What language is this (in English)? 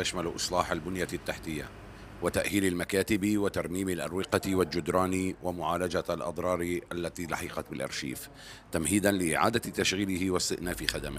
Arabic